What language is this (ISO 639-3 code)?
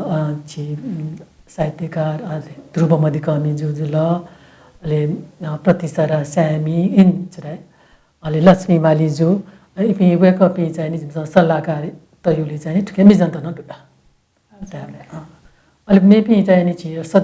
new